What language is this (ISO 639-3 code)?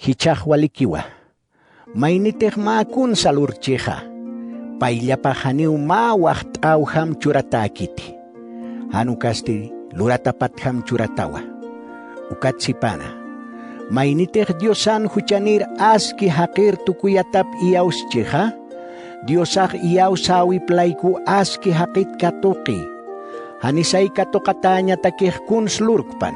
aym